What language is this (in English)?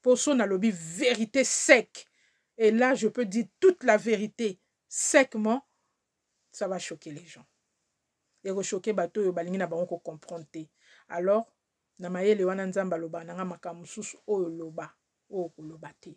Lingala